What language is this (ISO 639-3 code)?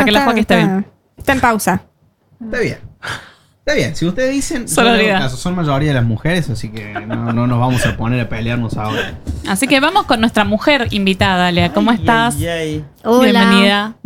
spa